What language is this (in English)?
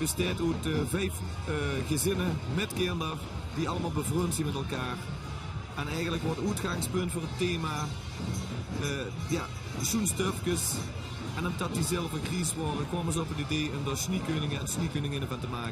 Limburgish